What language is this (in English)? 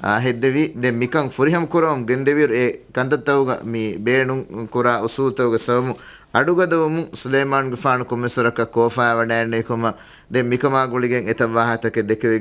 Divehi